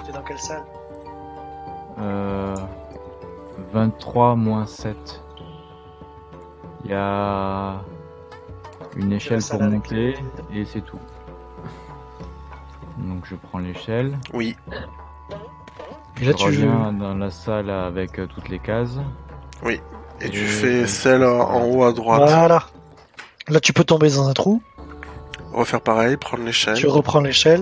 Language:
French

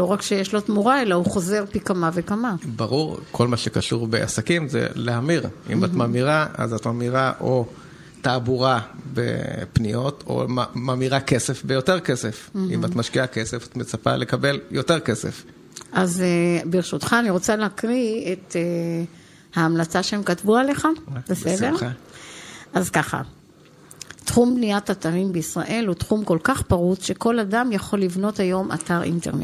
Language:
Hebrew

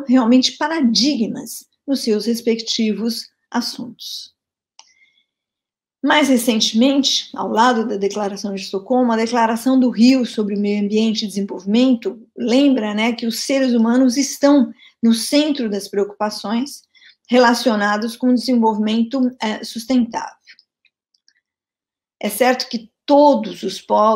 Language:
Portuguese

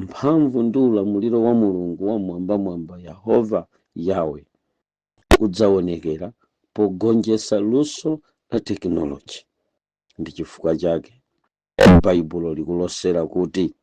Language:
Nyanja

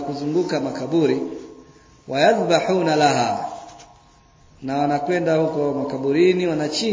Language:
Swahili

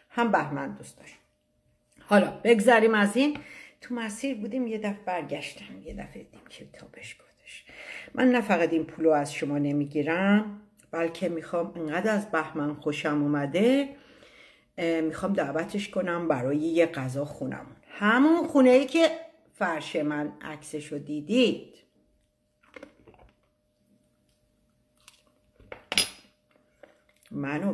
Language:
Persian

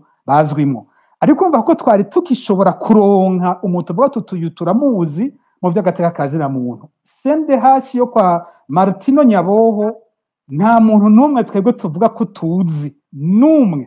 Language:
Rundi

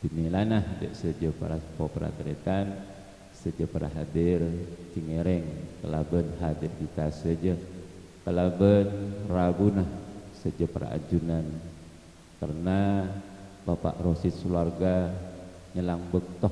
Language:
Madurese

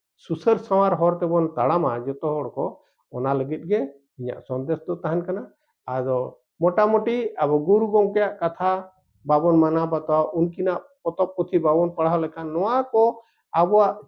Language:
Santali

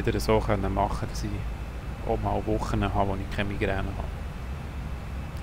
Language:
German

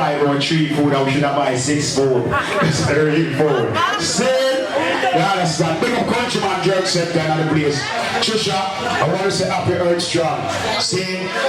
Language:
Jamaican Creole English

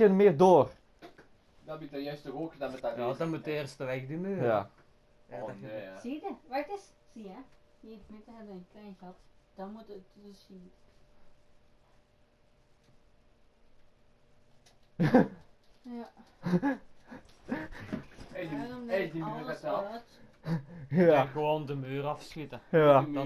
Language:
Dutch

